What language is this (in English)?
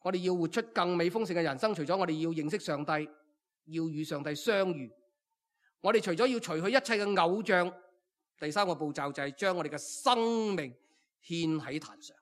Cantonese